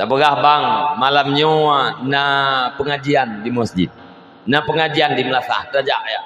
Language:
Achinese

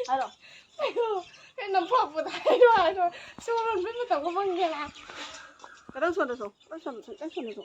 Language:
Manipuri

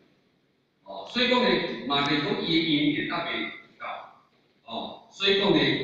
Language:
Min Nan Chinese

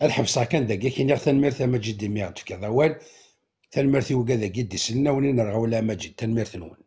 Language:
Kabyle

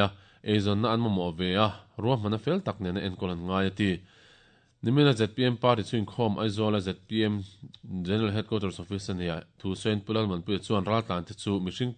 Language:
Mizo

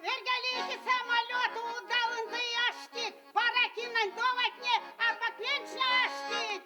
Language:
Erzya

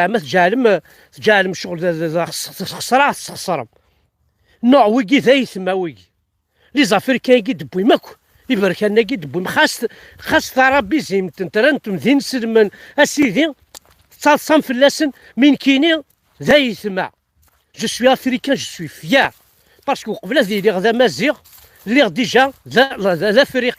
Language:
Kabyle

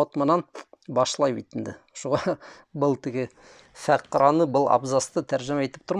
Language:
Bashkir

